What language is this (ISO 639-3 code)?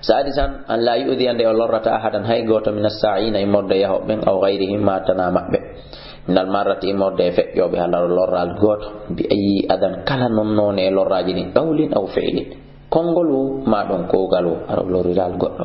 ful